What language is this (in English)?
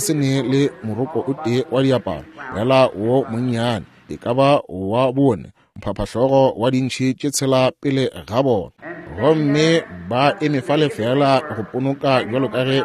Northern Sotho